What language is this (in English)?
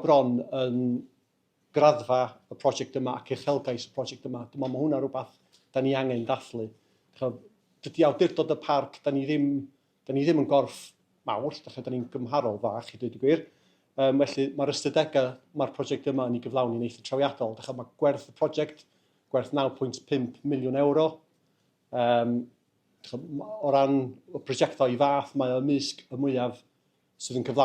Welsh